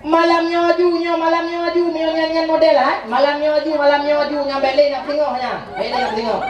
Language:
Achinese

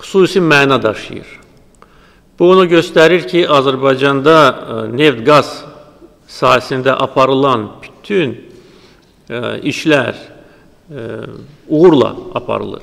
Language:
Azerbaijani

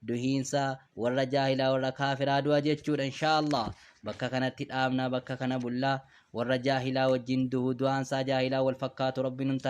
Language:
Oromo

